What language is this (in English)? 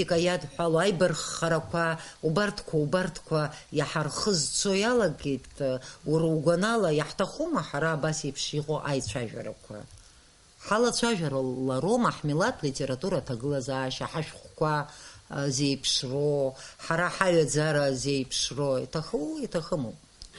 Abkhazian